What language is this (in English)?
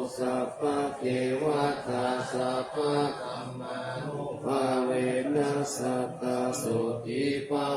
Pali